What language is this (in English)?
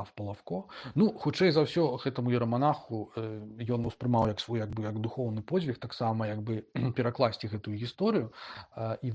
Belarusian